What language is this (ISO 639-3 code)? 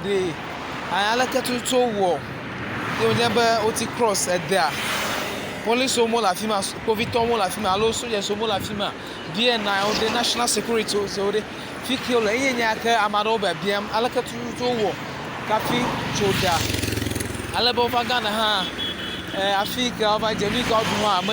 ewe